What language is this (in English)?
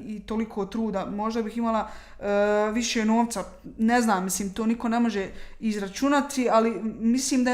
Bosnian